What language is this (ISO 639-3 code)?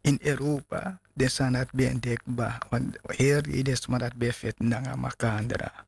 srn